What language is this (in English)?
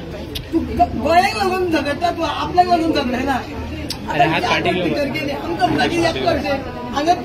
Konkani